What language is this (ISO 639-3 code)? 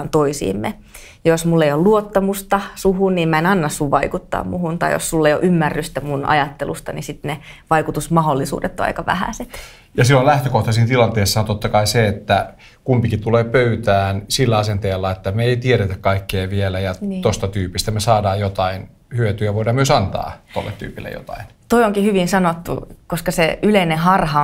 fin